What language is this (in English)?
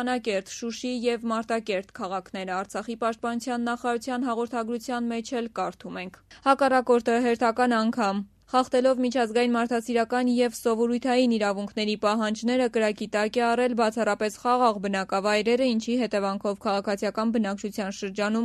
Armenian